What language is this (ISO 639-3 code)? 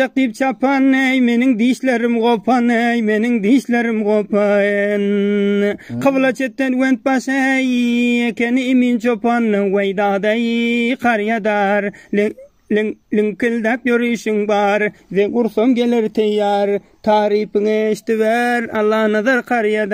tuk